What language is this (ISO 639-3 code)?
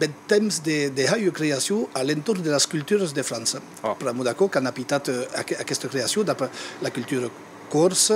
oci